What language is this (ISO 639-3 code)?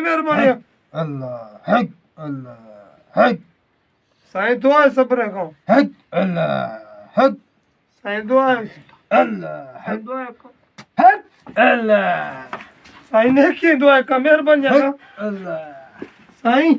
bal